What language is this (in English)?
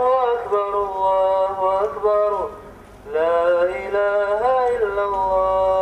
Kumyk